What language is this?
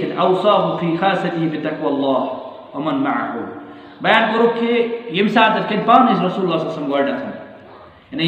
Kashmiri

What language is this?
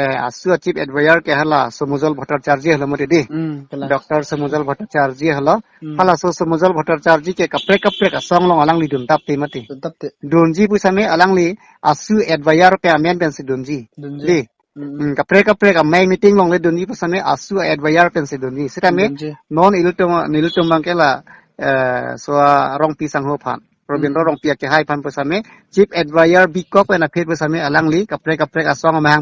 Karbi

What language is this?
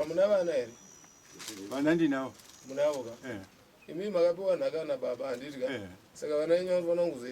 Shona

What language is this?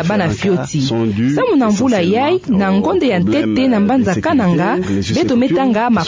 Kituba (Democratic Republic of Congo)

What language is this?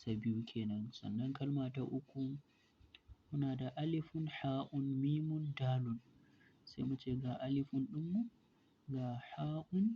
Hausa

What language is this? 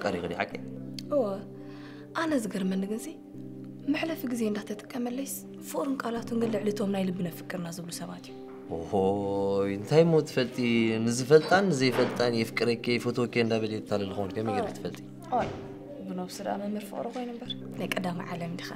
Tigrinya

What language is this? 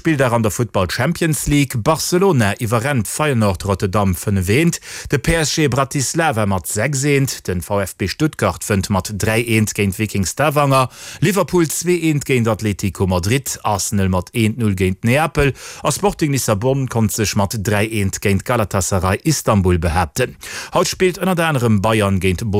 Luxembourgish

